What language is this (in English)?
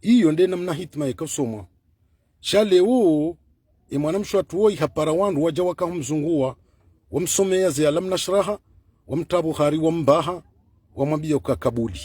Ngazidja Comorian